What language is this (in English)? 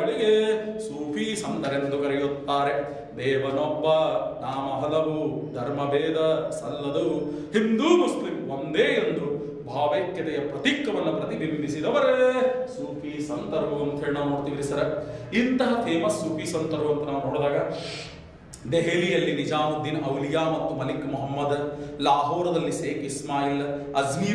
Kannada